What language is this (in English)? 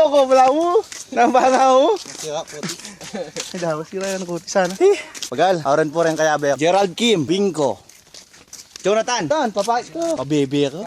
Pampanga